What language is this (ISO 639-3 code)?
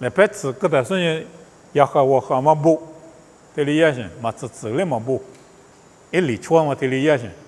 lis